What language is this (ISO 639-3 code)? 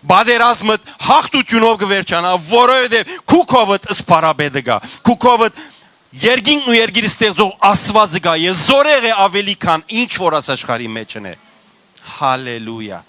hyw